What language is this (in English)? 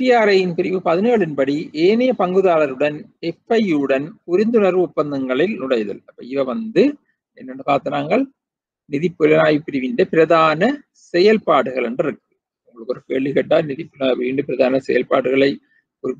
Tamil